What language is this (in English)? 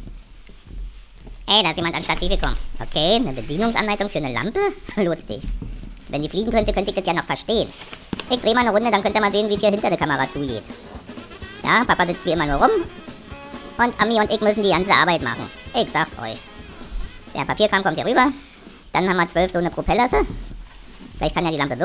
German